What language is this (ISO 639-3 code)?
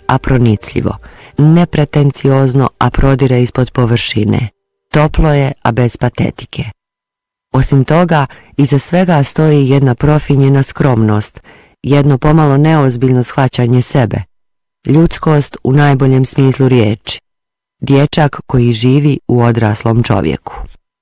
bos